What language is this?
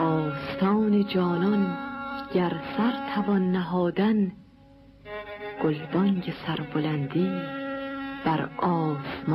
Persian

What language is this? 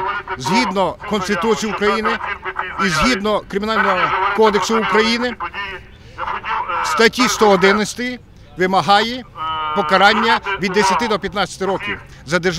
Ukrainian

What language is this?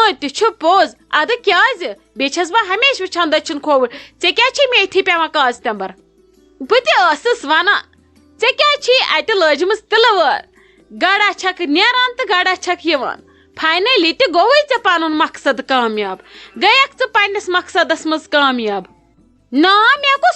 Kashmiri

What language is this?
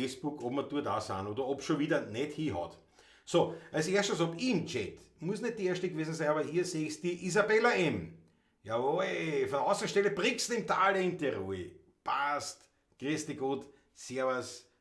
Bavarian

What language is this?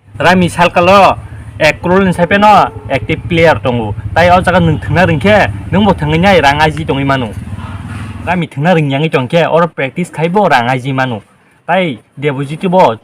Kok Borok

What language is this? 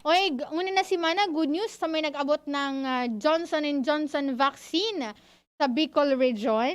Bikol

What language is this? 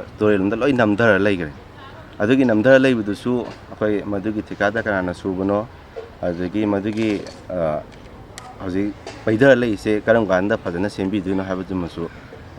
Manipuri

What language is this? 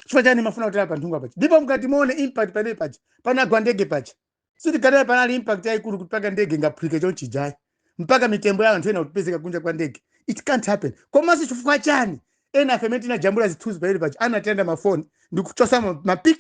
Nyanja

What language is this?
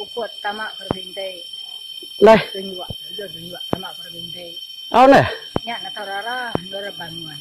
Iban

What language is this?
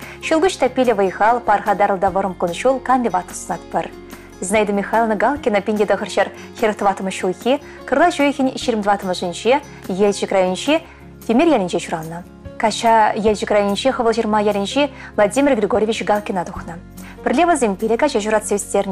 Chuvash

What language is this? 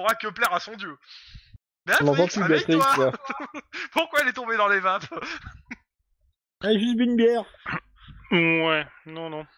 French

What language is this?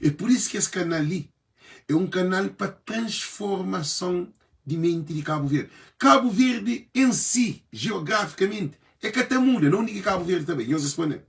Kabuverdianu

